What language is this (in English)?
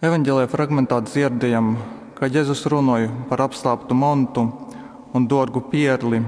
Latgalian